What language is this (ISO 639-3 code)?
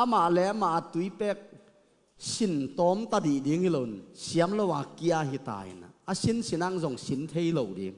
ctd